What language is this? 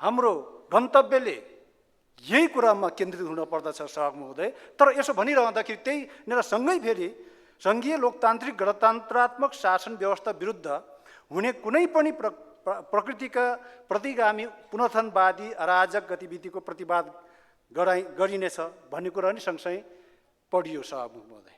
Nepali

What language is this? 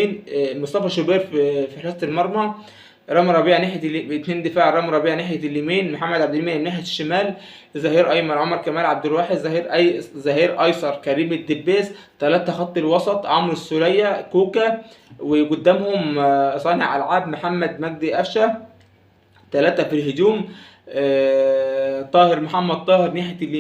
Egyptian Arabic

